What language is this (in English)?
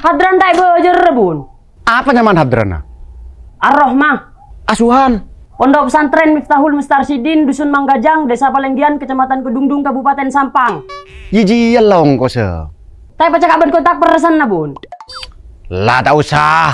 Madurese